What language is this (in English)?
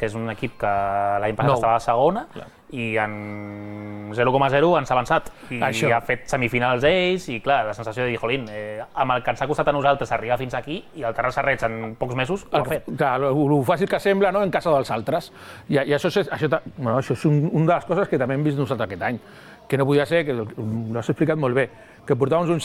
Catalan